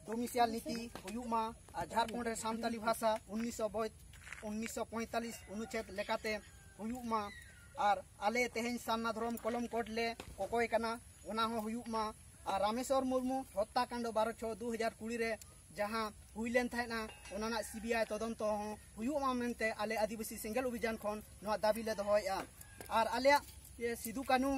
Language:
Santali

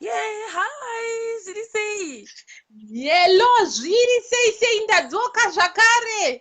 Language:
Shona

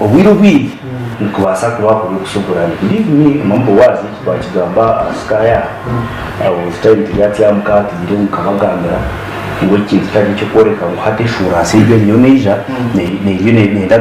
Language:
Nyankole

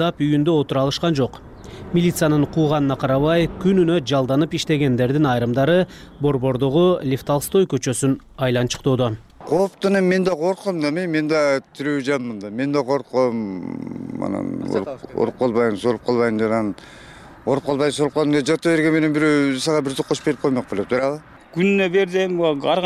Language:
Kyrgyz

